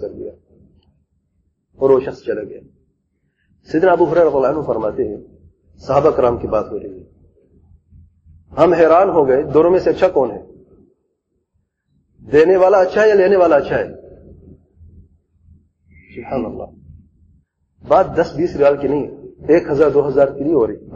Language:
Urdu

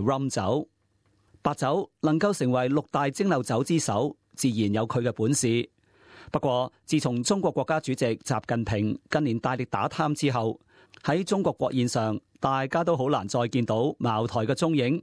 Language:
Cantonese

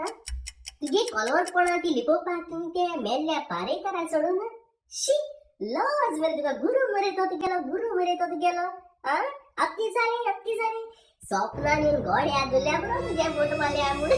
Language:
Konkani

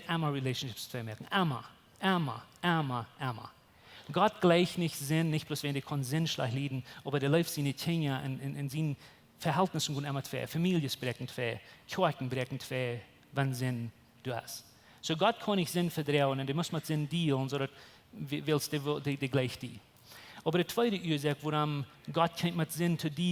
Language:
Plautdietsch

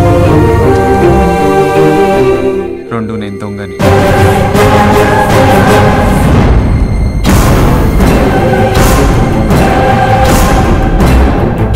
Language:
Telugu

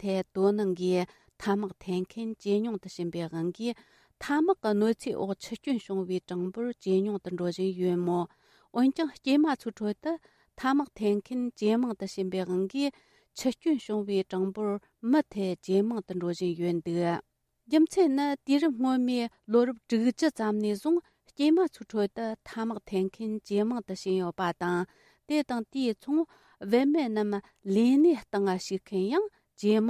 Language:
Tibetan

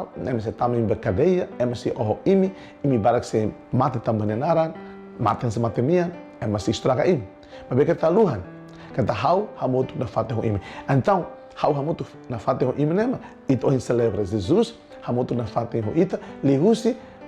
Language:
Tetum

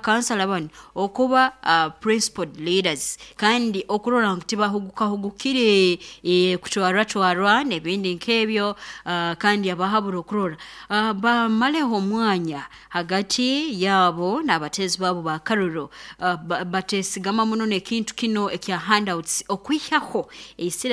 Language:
Nyoro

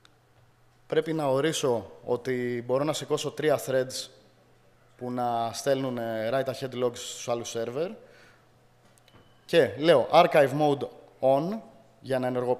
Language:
Greek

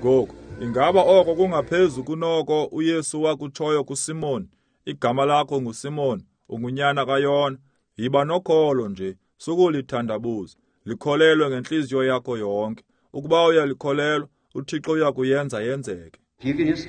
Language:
Xhosa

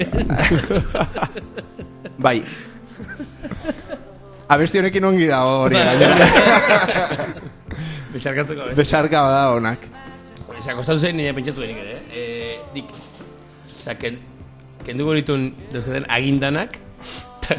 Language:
Basque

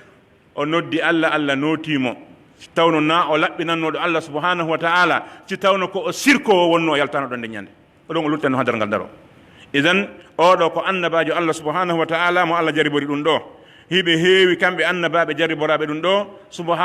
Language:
Pular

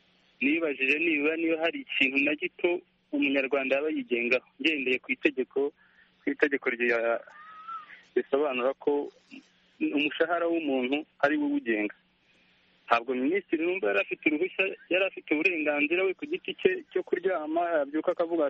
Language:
Kinyarwanda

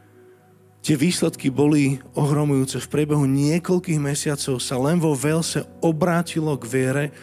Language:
Slovak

